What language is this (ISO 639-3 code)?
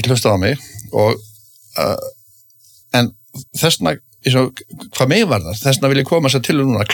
isl